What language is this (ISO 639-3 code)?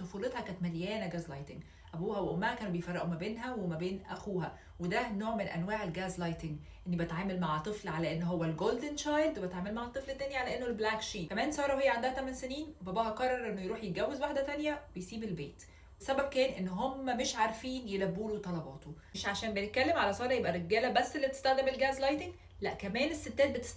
arz